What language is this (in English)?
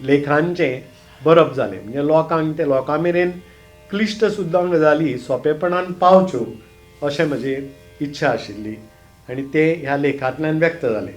Konkani